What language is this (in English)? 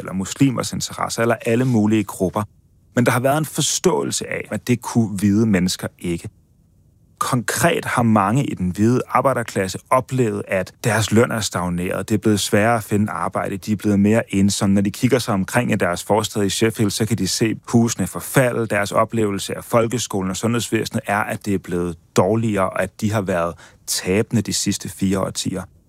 Danish